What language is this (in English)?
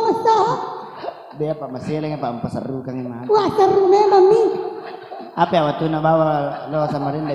Buginese